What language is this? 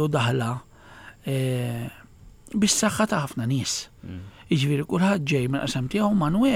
Maltese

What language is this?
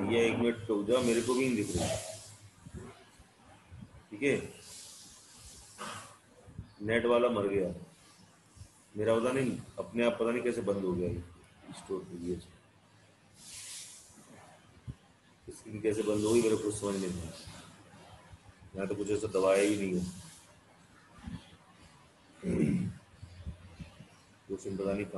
Hindi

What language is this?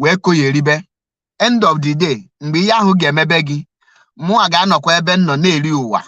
Igbo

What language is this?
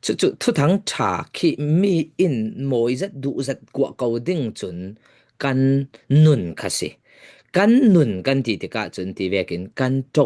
Falam Chin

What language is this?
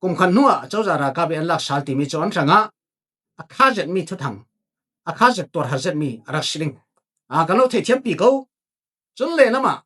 Falam Chin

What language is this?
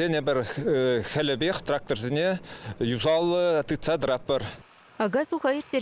Chuvash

